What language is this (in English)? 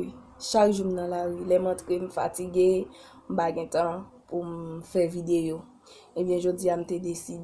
Haitian Creole